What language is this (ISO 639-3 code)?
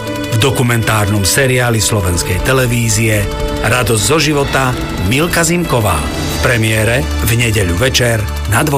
slk